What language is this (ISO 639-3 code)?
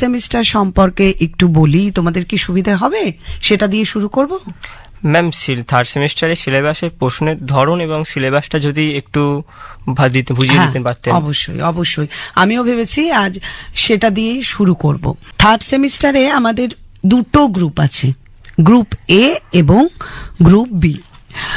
ben